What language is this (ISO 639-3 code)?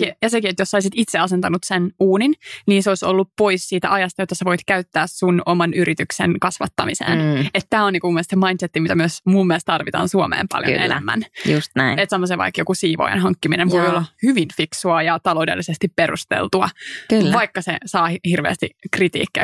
fin